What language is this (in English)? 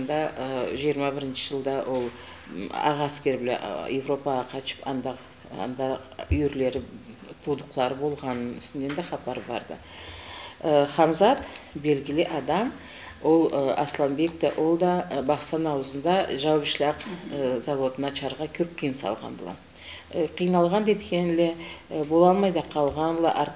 Karachay-Balkar